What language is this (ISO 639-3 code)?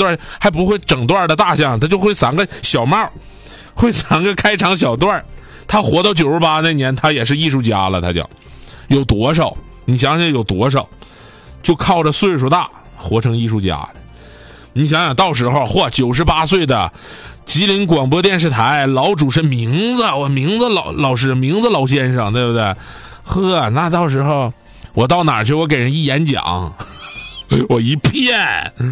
zho